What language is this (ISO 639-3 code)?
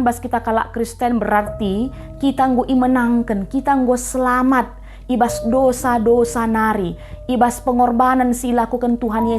btx